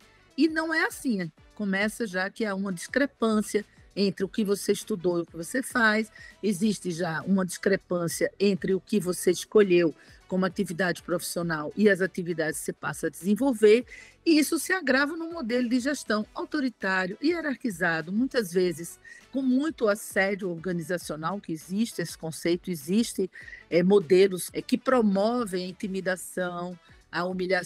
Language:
Portuguese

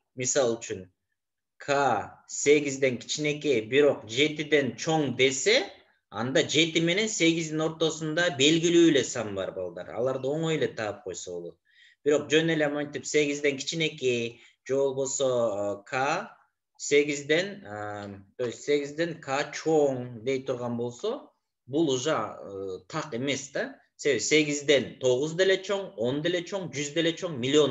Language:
Kyrgyz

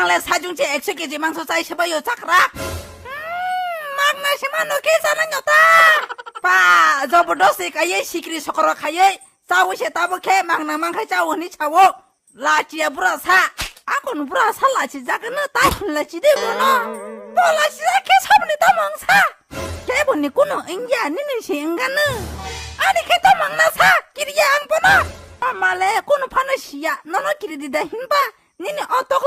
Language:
Kok Borok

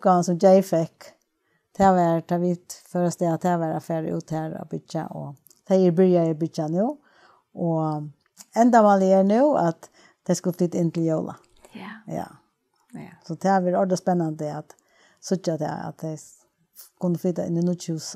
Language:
Faroese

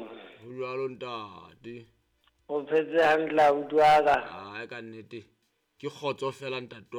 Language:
Southern Sotho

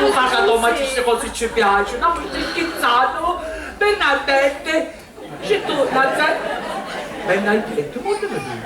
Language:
Sicilian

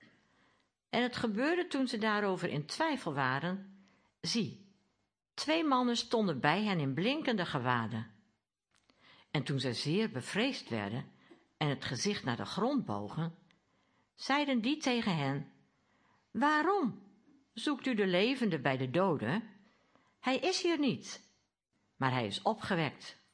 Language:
Dutch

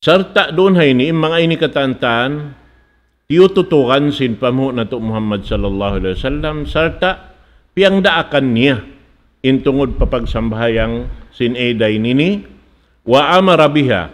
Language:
Tausug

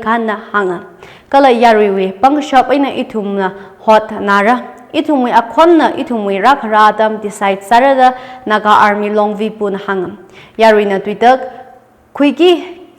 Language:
Tangkhul Naga (India)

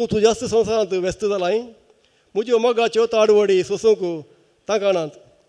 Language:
Konkani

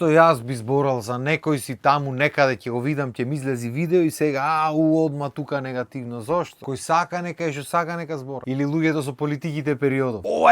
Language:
Macedonian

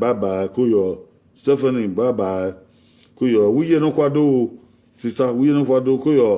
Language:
Bini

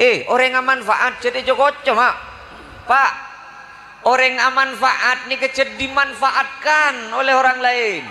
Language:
Madurese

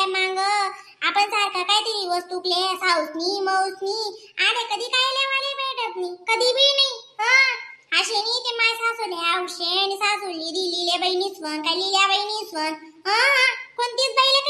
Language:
Khandesi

